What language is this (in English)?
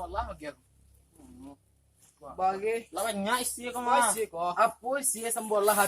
Minangkabau